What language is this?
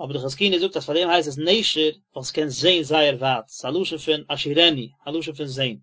Yiddish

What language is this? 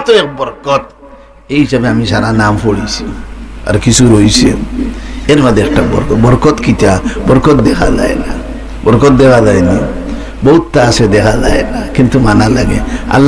Sylheti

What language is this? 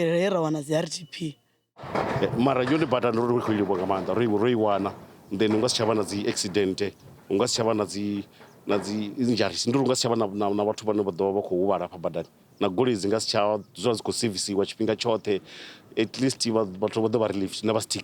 Venda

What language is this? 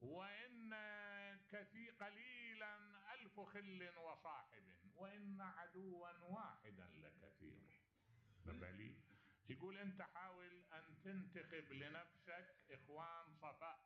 Mesopotamian Arabic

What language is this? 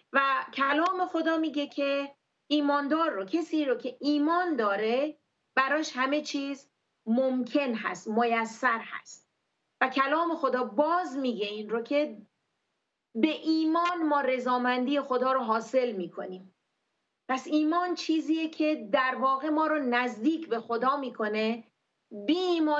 Persian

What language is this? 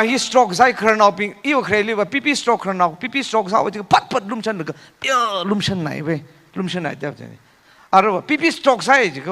Tangkhul Naga (India)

